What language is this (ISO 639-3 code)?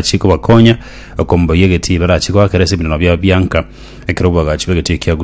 guz